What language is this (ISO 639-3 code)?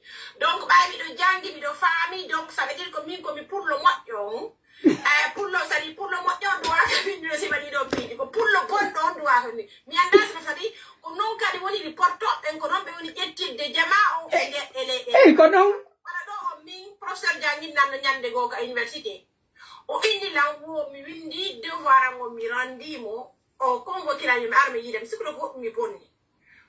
fuf